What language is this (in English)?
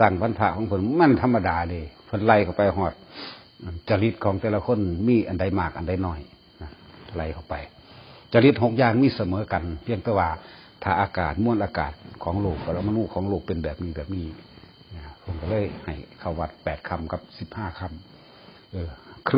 Northeastern Thai